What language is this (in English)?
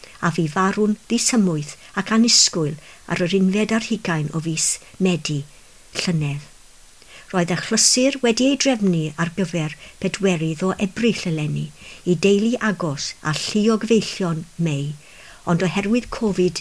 Welsh